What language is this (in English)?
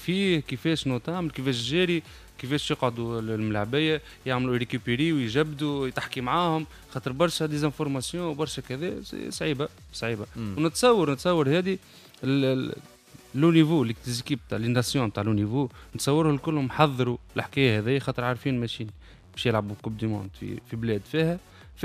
Tunisian Arabic